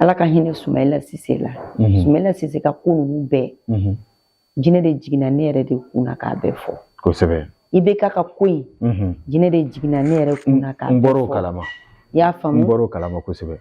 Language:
Bambara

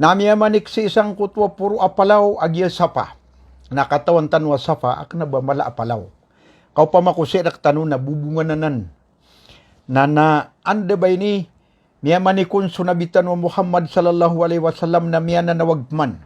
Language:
Maranao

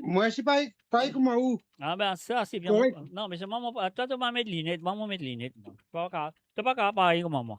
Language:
Morisyen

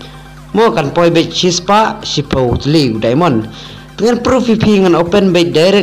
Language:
Khasi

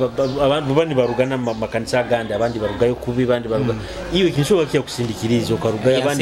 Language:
Nyoro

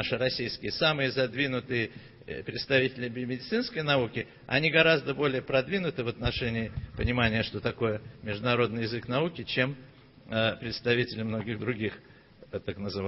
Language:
Russian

